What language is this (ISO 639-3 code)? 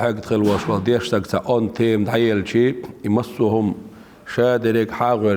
che